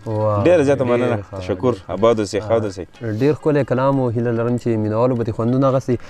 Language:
Pashto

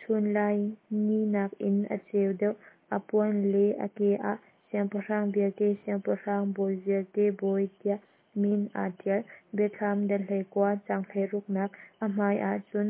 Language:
Hakha Chin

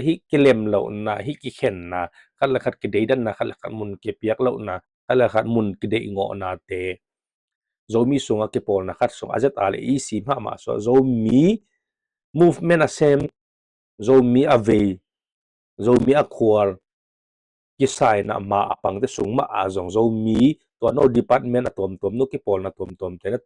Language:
Tedim Chin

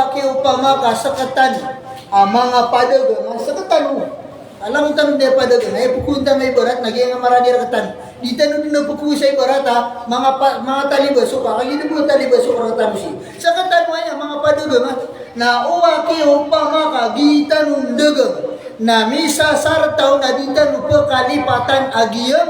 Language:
Maranao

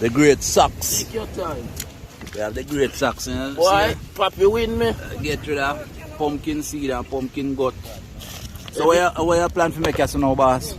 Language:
Jamaican Creole English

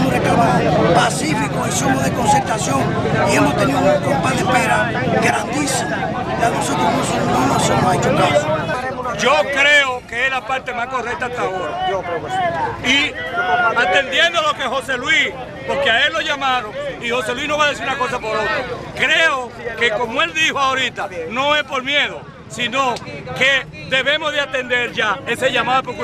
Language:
Spanish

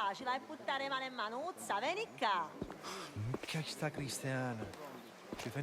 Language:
Sicilian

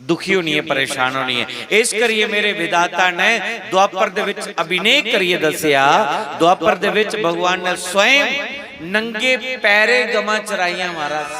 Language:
Dogri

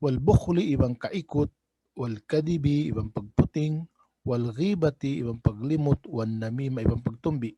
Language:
Tausug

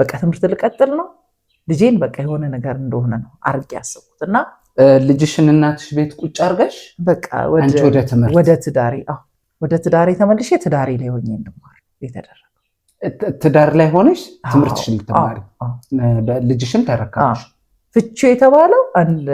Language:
Amharic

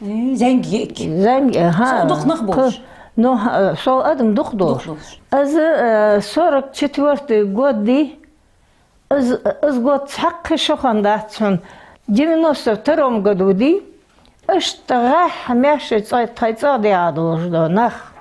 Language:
Ingush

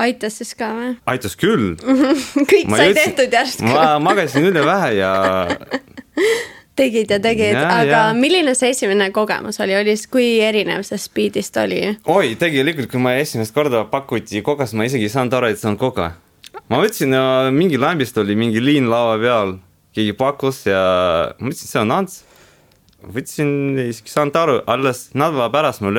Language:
Estonian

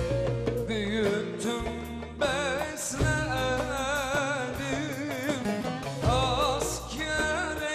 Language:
Turkish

